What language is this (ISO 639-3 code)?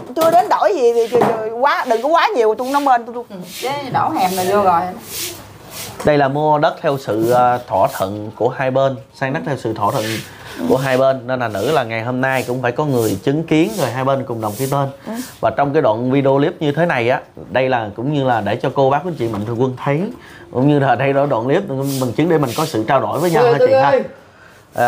vie